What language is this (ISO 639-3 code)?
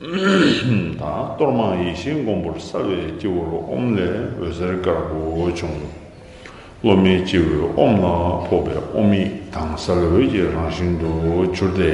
bod